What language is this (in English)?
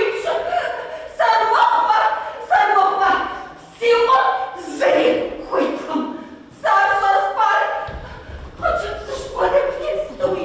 Kabardian